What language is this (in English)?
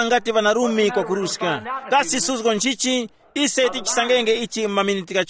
Tumbuka